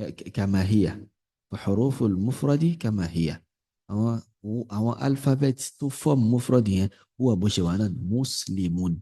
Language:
Yoruba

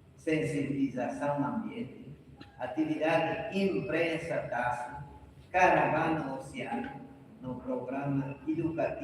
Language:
Tetum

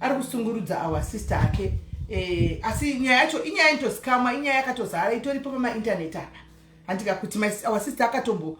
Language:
Shona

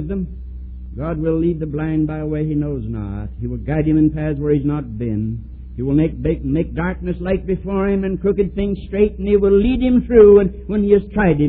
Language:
English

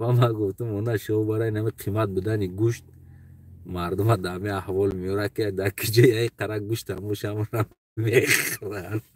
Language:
Tajik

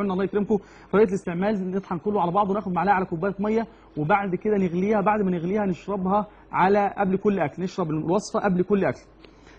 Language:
Egyptian Arabic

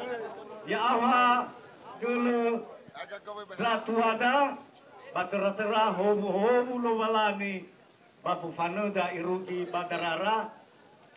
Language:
Nias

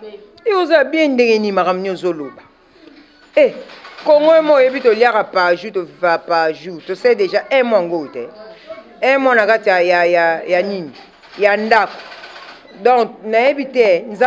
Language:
Lingala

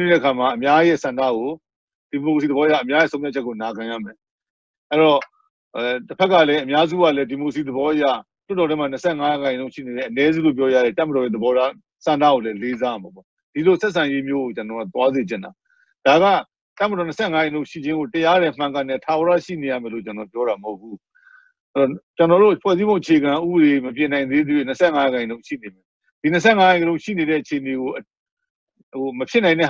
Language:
Burmese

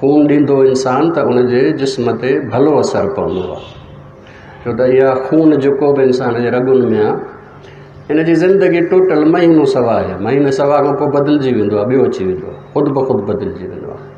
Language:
Sindhi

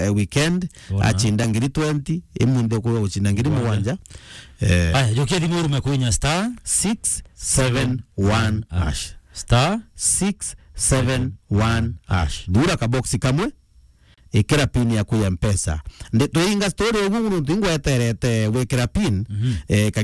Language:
Meru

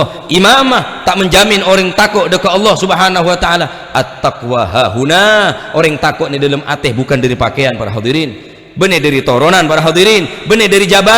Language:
Madurese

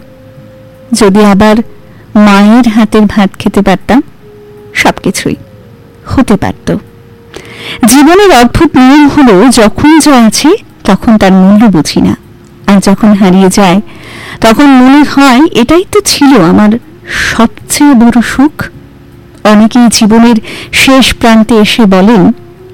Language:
Bangla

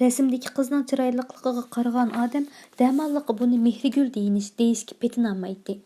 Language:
Uyghur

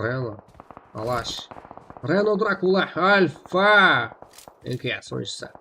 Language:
Kara-Kalpak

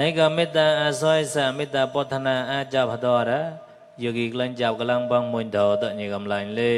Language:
Mon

